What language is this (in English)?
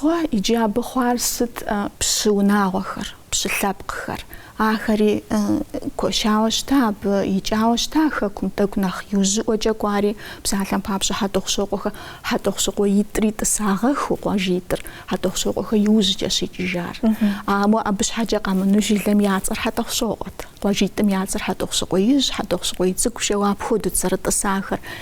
Kabardian